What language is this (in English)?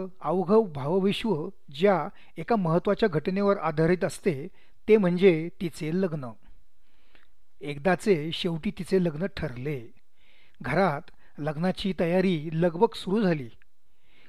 Marathi